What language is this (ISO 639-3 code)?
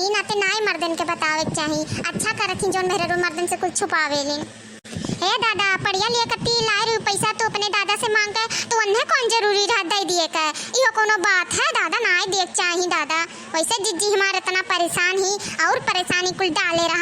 awa